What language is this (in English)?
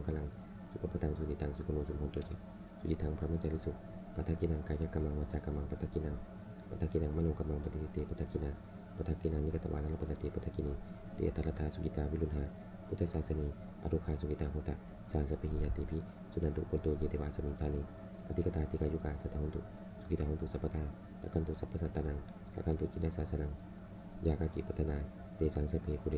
Pali